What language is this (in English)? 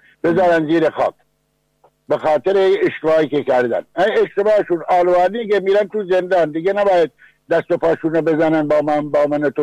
Persian